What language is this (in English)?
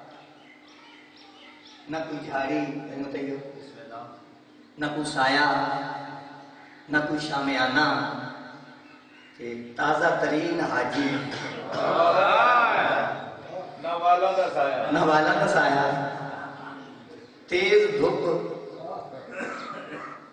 Urdu